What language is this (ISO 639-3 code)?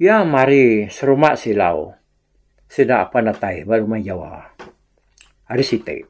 iba